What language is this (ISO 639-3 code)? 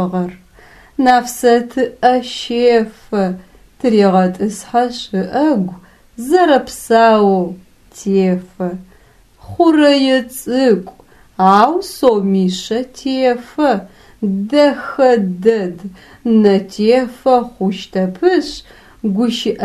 ady